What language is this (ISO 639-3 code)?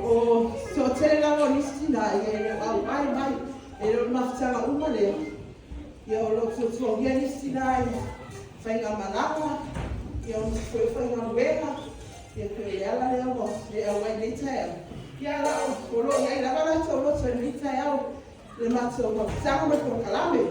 smo